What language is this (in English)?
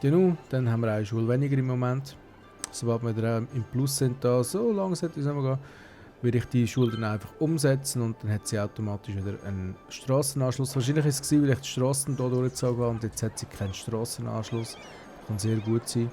Swiss German